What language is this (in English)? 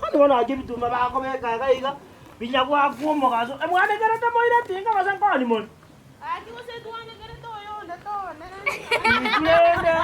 Gusii